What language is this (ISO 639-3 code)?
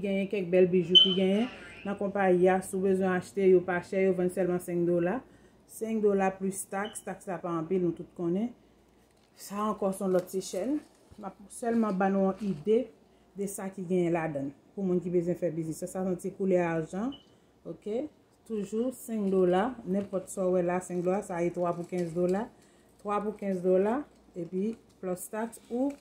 hat